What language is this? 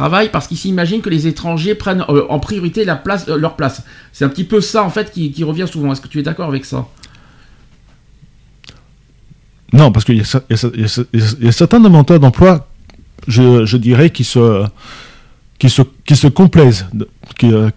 French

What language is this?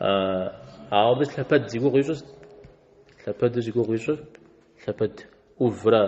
Kabardian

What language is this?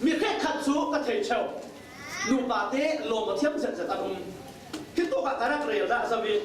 Falam Chin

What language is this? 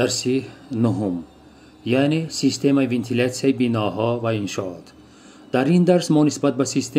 Tajik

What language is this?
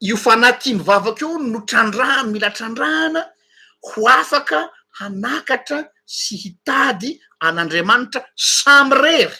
Malagasy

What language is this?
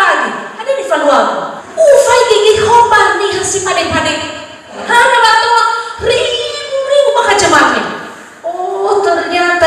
Nias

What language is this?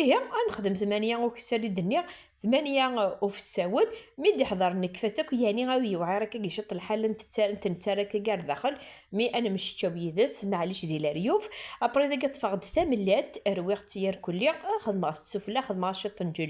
Kabyle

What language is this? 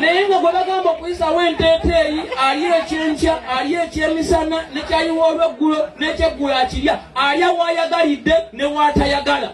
Ganda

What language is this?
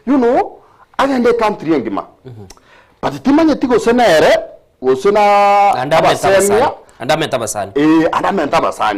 Gusii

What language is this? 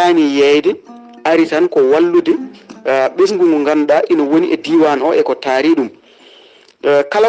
Fula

